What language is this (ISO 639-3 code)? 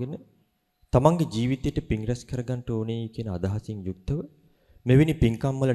sin